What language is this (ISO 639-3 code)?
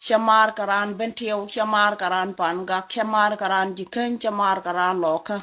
nus